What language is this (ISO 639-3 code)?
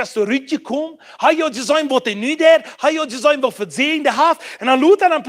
pdt